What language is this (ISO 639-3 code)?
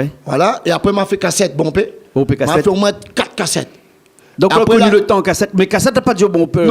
rcf